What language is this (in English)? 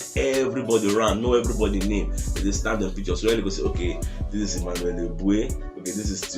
Nigerian Pidgin